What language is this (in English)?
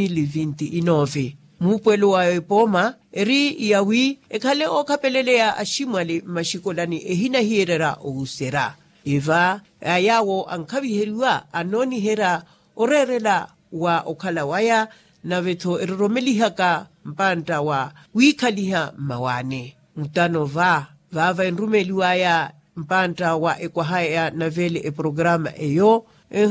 Makhuwa